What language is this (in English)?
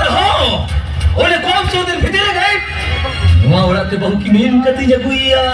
Santali